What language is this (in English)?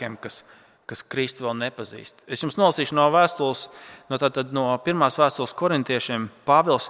Latvian